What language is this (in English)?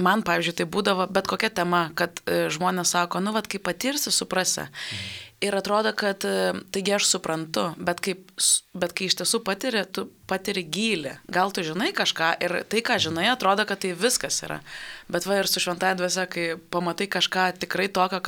Lithuanian